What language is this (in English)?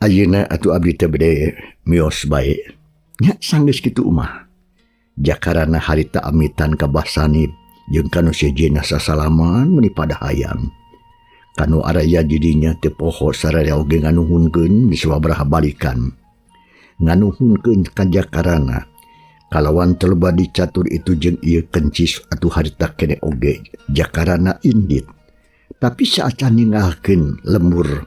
Sundanese